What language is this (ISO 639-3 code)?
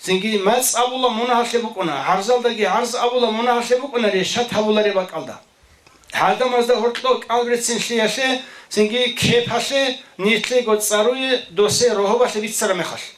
ava